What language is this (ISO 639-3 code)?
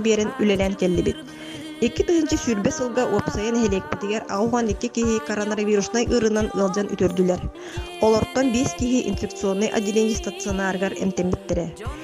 sah